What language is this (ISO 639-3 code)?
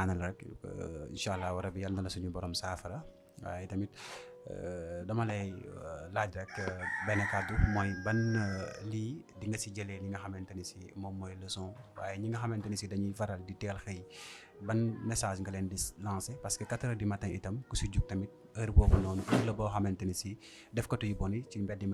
wol